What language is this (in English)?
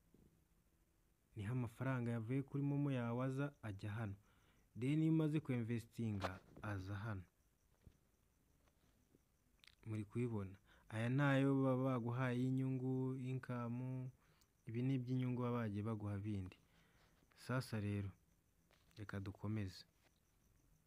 Kinyarwanda